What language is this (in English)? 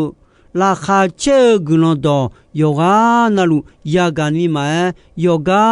Akha